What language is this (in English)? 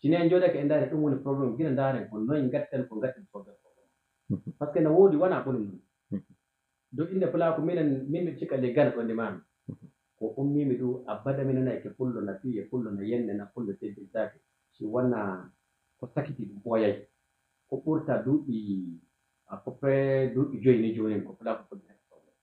Fula